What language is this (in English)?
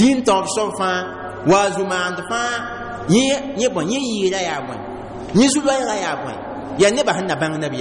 Mossi